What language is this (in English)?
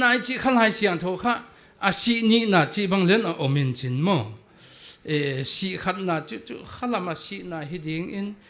Paite Chin